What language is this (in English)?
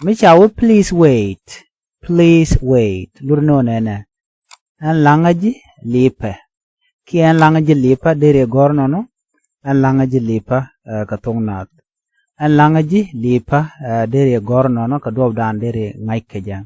Nuer